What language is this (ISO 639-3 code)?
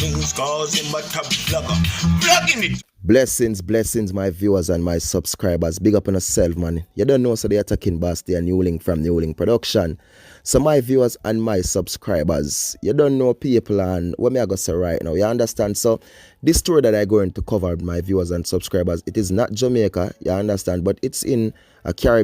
jam